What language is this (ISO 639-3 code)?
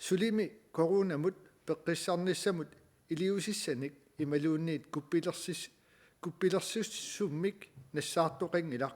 kal